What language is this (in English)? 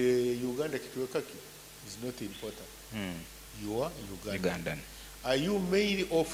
Nyoro